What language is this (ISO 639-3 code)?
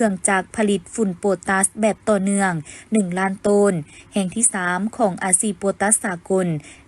lao